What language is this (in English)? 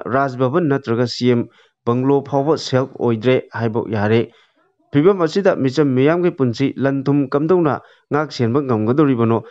Manipuri